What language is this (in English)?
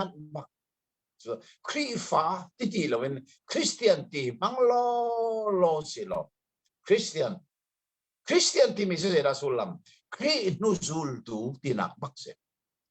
Hakha Chin